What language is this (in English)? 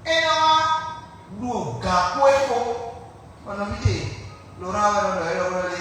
Fon